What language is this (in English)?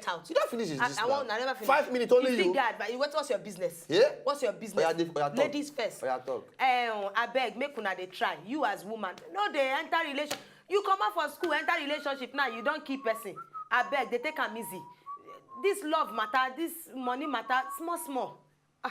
Nigerian Pidgin